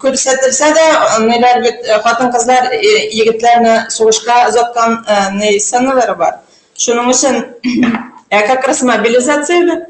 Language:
Bashkir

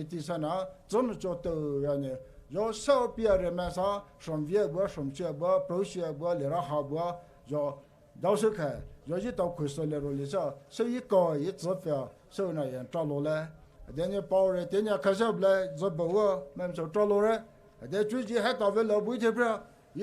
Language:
Poumei Naga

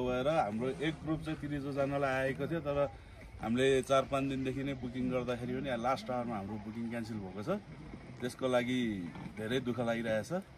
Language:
Nepali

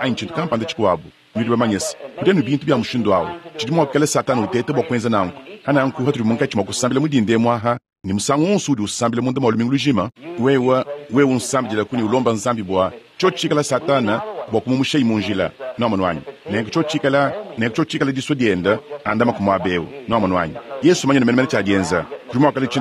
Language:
Luba-Lulua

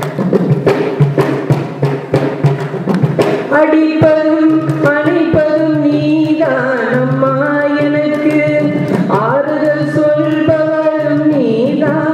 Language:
Tamil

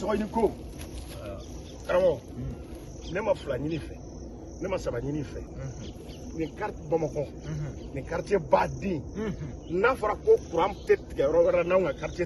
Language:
Bambara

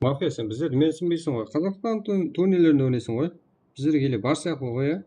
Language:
Kara-Kalpak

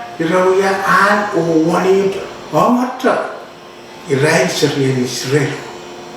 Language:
Pohnpeian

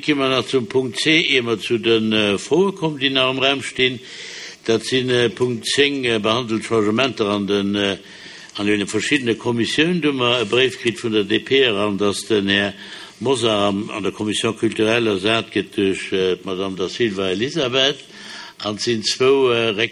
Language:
Luxembourgish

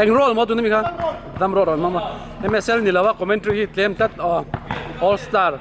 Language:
Mizo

